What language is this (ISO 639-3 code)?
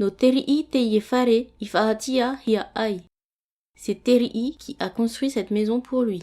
tah